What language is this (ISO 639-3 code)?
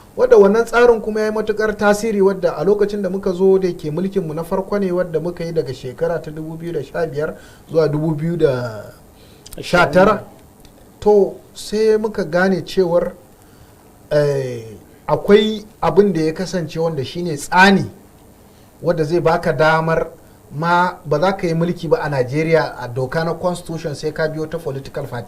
hau